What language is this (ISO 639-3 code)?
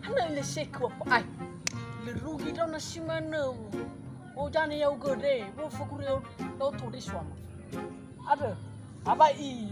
nia